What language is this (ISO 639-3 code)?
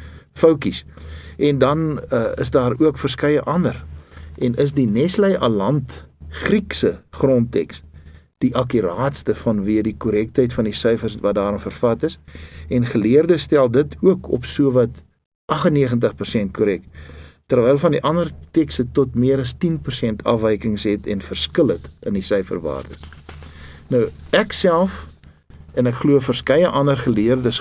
afr